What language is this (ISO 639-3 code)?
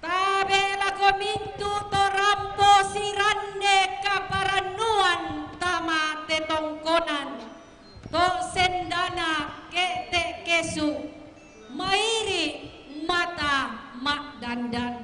sda